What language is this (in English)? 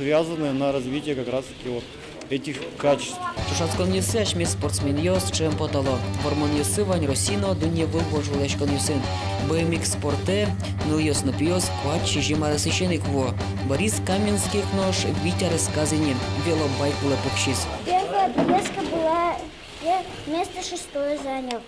Udmurt